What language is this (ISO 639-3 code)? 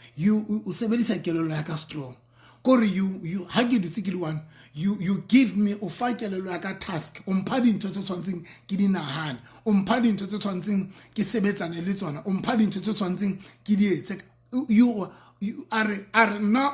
sot